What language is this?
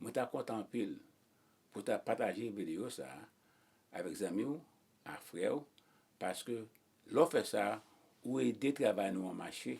Haitian Creole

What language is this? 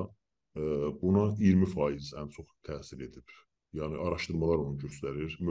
South Azerbaijani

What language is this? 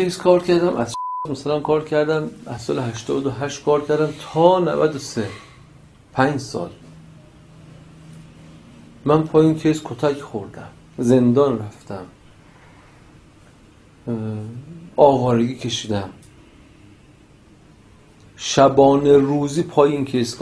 Persian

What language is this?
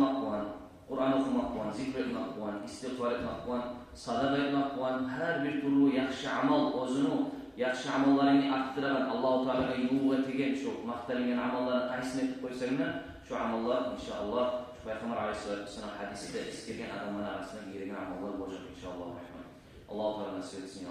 Kumyk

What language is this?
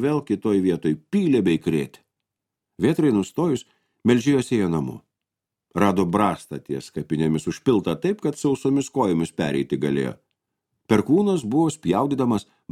Lithuanian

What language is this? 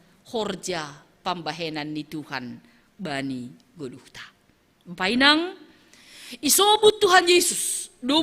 Batak Simalungun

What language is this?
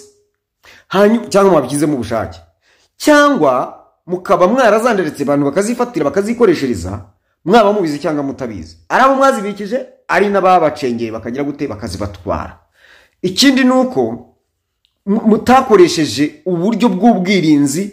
Kinyarwanda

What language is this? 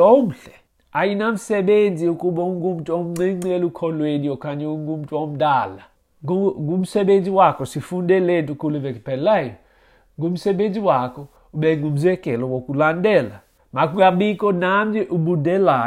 Xhosa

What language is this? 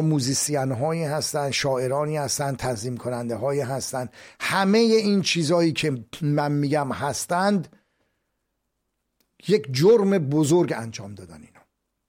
Persian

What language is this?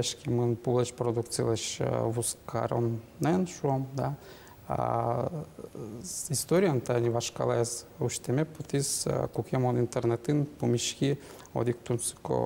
Udmurt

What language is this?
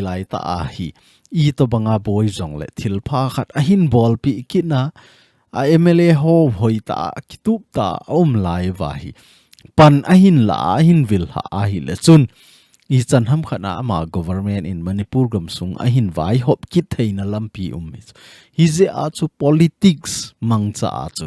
Thado Chin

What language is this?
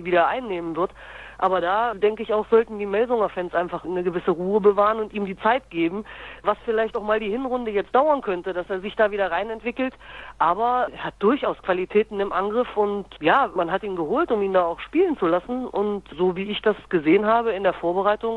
German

